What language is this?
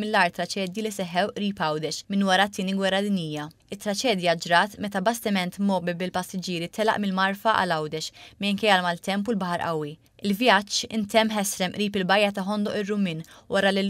Maltese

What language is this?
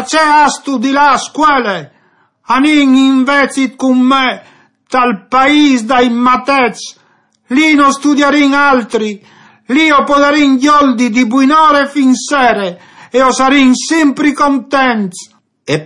Friulian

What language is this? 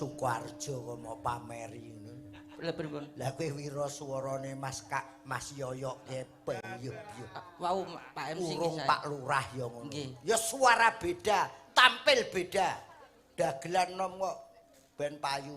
Javanese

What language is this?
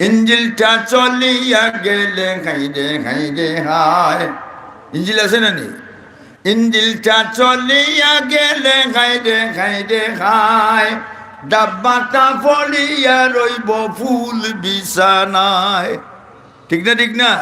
Sylheti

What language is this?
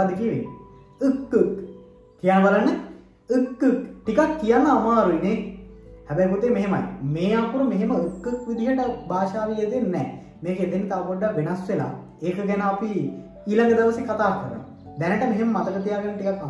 Sinhala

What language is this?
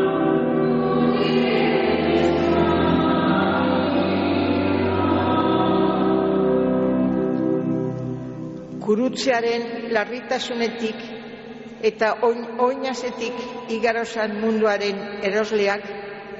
Basque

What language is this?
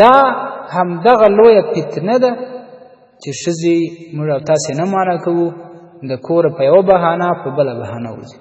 Pashto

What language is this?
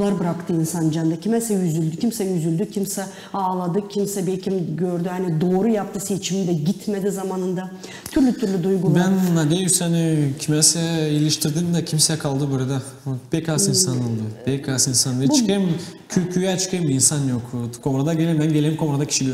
Gagauz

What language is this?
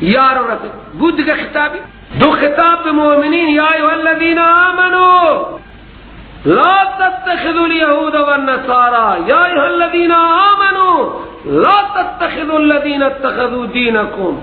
Persian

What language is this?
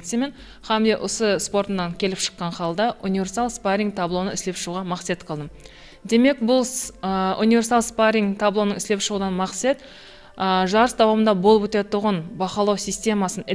Kara-Kalpak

